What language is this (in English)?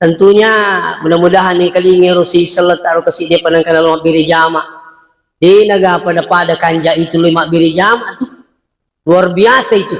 Buginese